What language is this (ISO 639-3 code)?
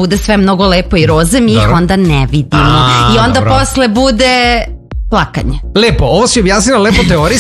srp